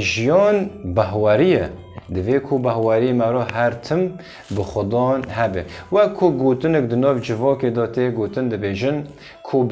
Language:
Kurdish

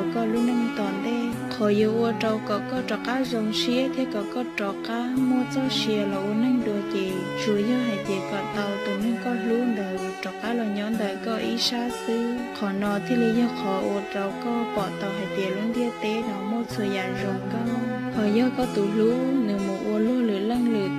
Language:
Hmong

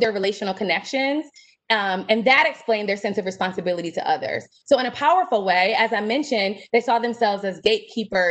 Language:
English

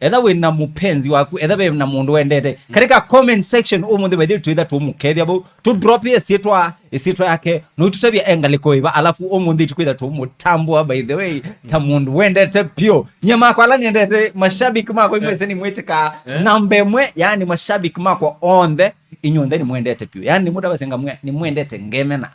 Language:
Kamba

